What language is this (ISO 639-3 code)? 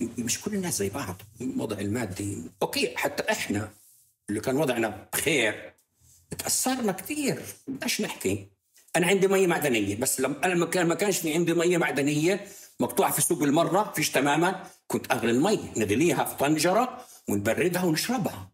apc